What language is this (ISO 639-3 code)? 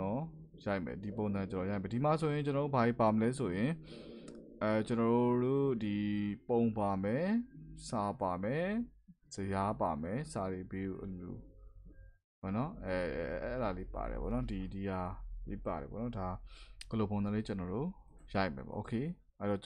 mya